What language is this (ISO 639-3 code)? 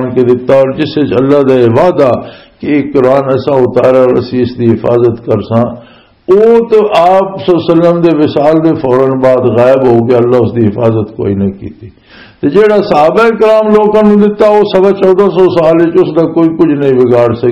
lah